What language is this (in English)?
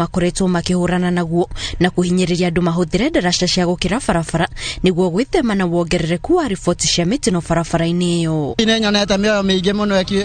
Kikuyu